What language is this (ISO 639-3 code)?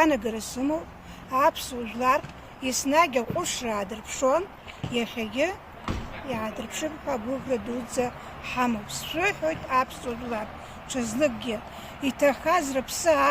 abk